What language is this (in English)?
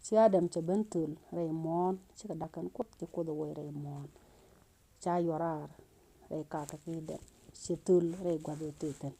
Nuer